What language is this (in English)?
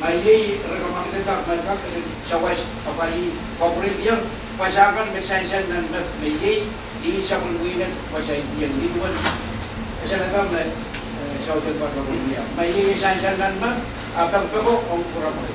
Pohnpeian